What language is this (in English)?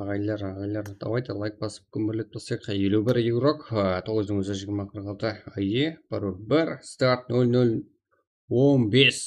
Kara-Kalpak